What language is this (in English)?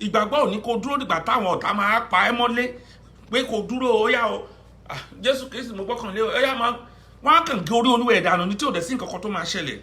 Yoruba